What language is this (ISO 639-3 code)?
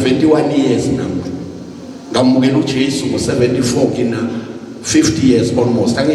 zul